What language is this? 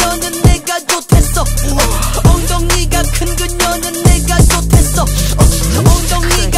Korean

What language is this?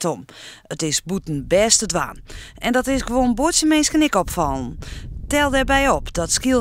Western Frisian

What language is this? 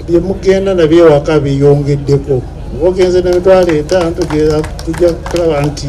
Soga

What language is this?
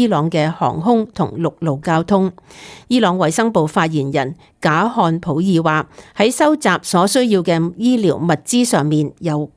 Cantonese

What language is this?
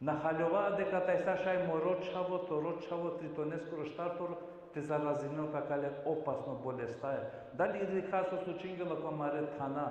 Balkan Romani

